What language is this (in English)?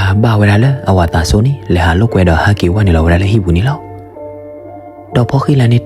S'gaw Karen